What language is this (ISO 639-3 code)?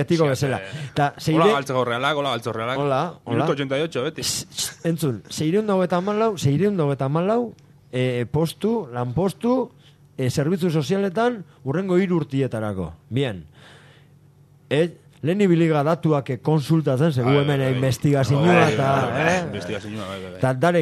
eus